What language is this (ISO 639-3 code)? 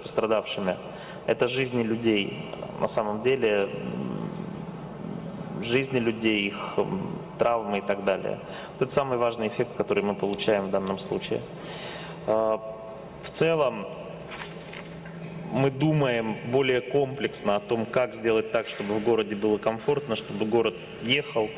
rus